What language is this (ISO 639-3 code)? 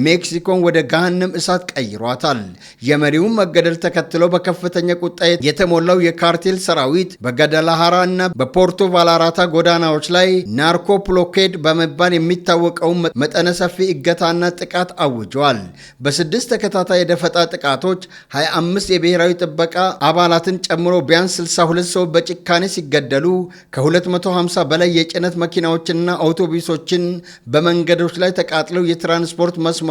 amh